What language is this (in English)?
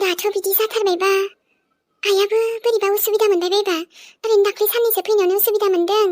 Bodo